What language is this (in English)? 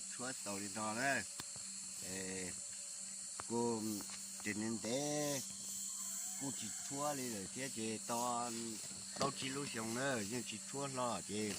Hmong